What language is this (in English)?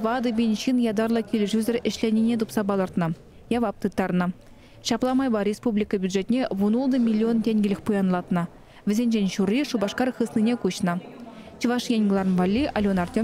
Chuvash